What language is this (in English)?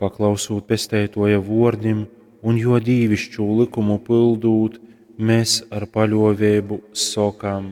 Latgalian